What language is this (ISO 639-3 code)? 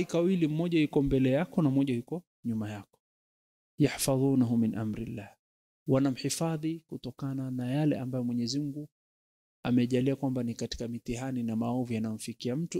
swa